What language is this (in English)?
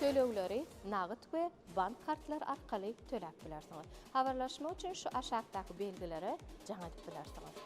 Turkmen